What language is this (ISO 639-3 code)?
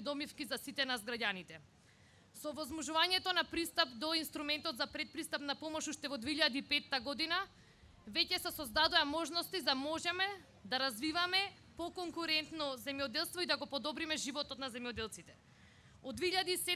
mkd